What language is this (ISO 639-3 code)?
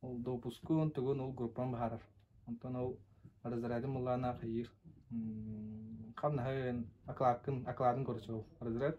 sah